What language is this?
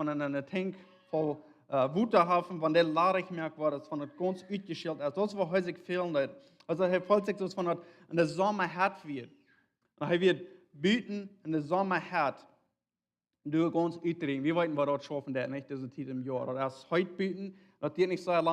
Plautdietsch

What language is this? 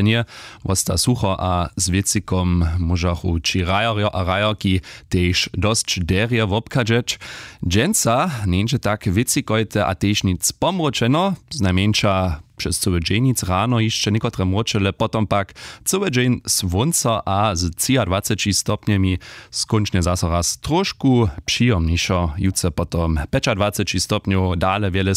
Upper Sorbian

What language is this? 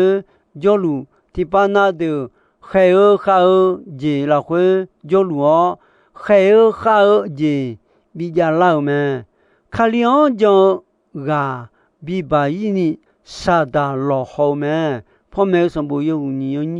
Akha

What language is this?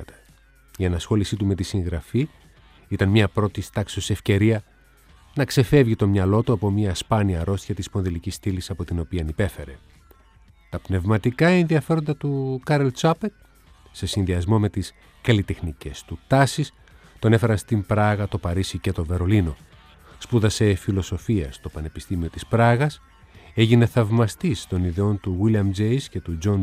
Greek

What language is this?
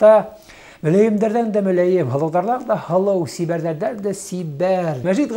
Bashkir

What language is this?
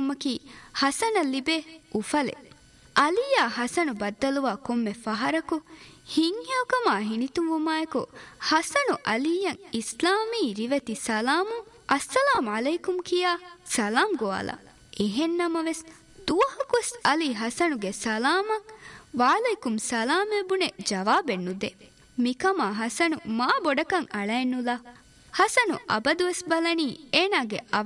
Divehi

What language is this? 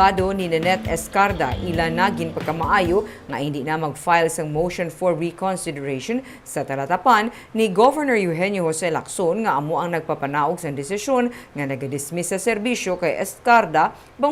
Hiligaynon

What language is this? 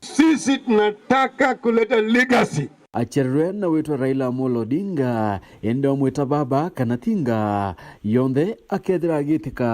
Meru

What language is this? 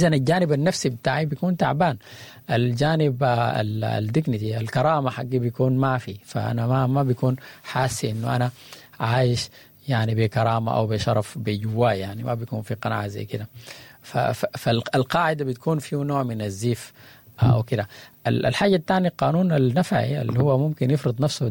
Sudanese Arabic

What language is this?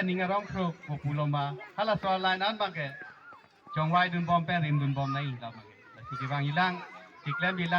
Karbi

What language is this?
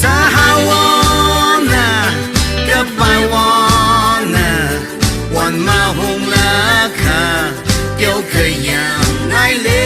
Tangkhul Naga (India)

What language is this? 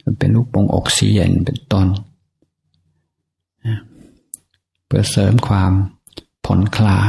Thai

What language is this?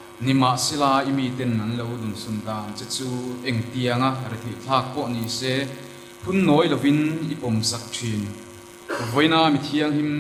Mizo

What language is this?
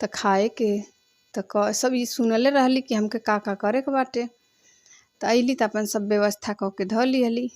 Bhojpuri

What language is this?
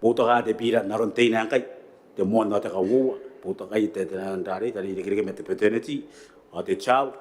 Gilbertese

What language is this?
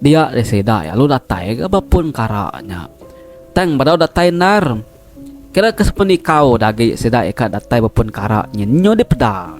Iban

